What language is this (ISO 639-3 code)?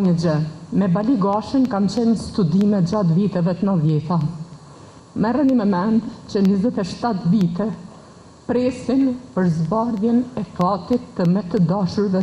sqi